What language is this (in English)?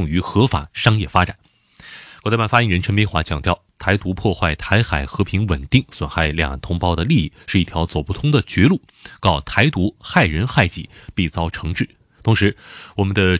Chinese